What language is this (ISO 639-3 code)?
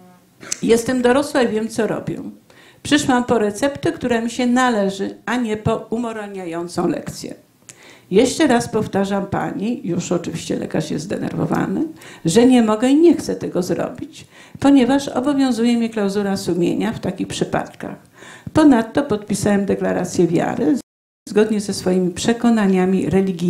pol